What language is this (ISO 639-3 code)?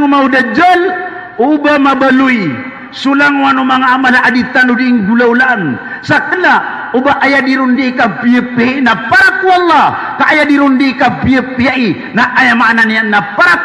mrw